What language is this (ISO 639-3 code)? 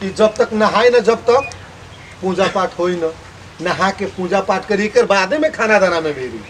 bho